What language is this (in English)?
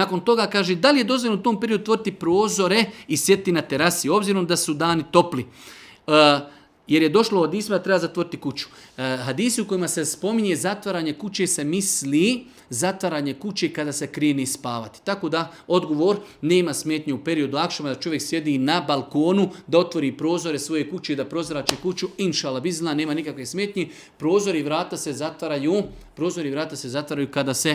Bosnian